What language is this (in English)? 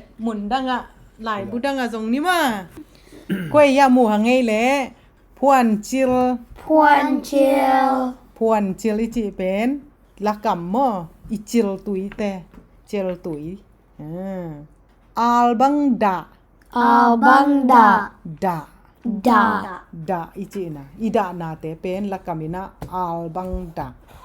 Tedim Chin